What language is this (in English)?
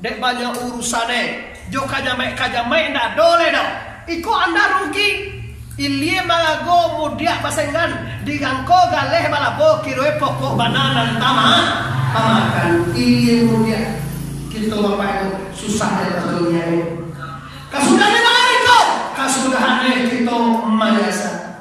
Minangkabau